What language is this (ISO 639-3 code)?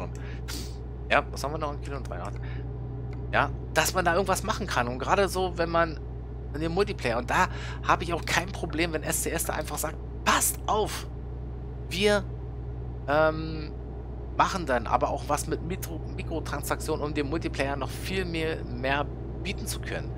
deu